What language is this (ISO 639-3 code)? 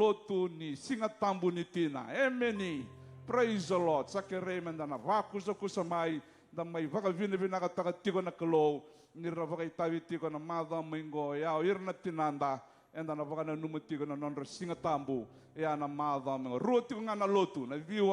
fij